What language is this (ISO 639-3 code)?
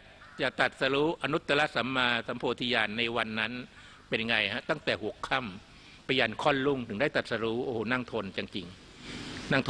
tha